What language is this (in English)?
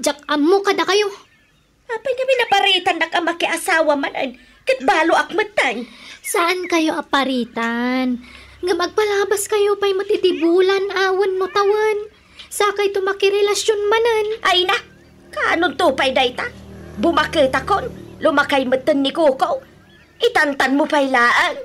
Iloko